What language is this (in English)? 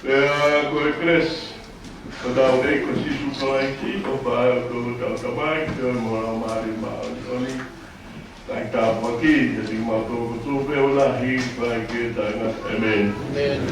Tongan